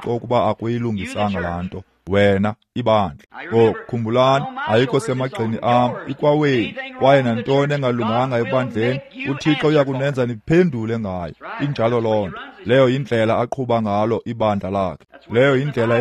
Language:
Xhosa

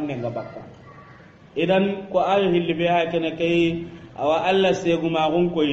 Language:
Soninke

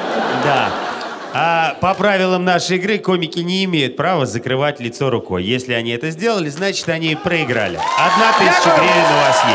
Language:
Russian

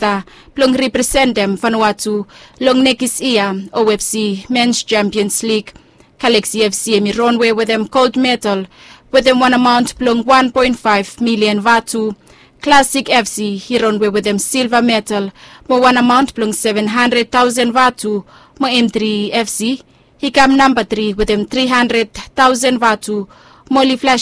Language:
Bislama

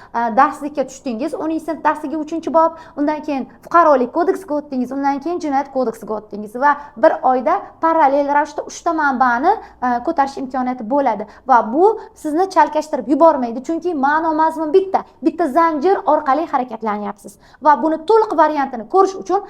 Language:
Uzbek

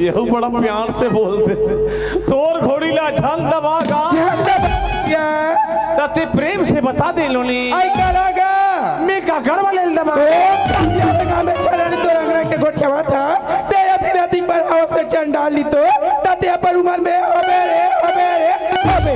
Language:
Chhattisgarhi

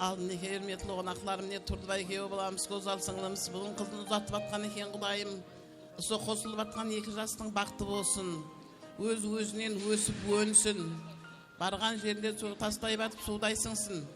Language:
Kara-Kalpak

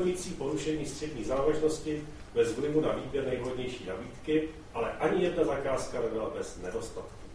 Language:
Czech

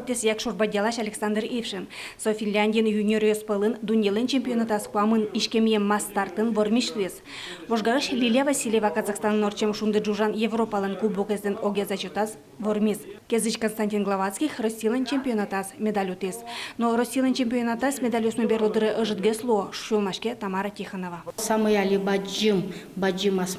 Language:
Udmurt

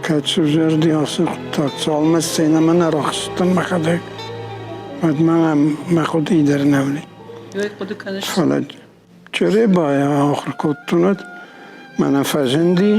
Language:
Ossetic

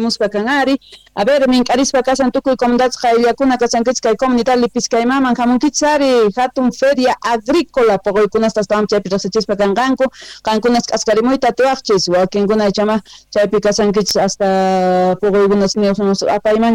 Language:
South Bolivian Quechua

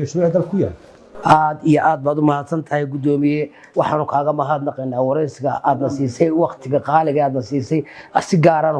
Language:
Somali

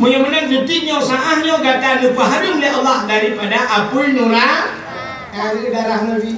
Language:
Achinese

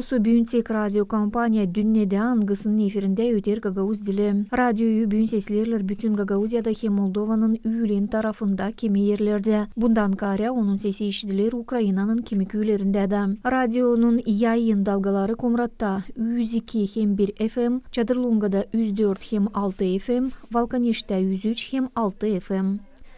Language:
Gagauz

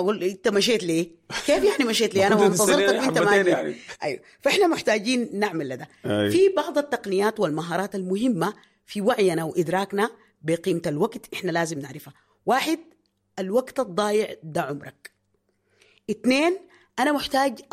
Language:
Sudanese Arabic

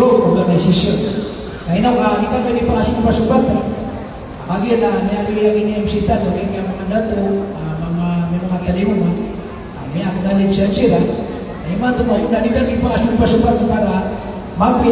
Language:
Maranao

